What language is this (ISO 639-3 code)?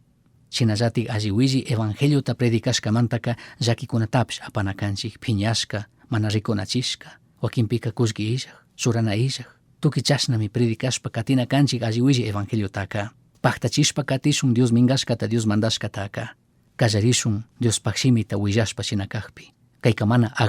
qug